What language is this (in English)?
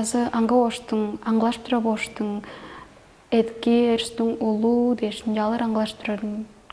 Tuvinian